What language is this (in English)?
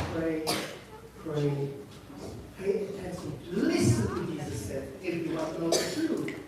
Central Mnong